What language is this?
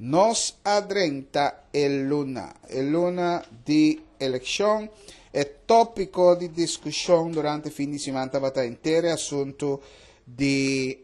Papiamento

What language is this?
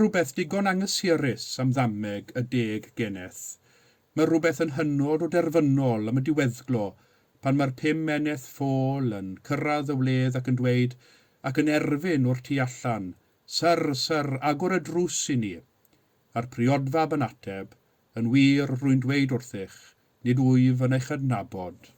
Welsh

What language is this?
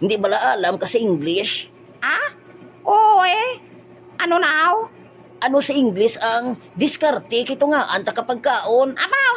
Hiligaynon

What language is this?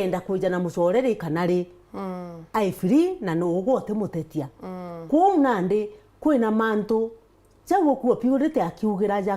Meru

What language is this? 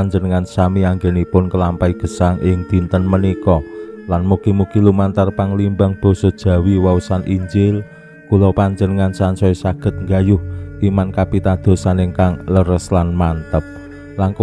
Javanese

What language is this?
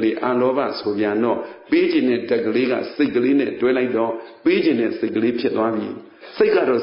Burmese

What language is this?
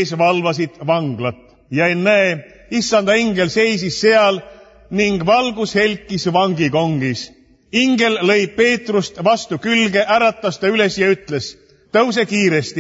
Estonian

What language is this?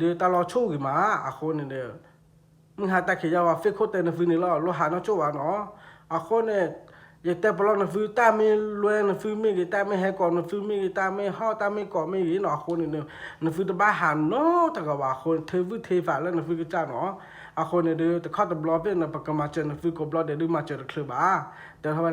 S'gaw Karen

